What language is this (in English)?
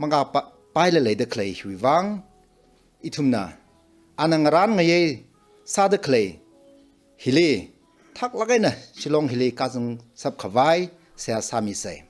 Tangkhul Naga (India)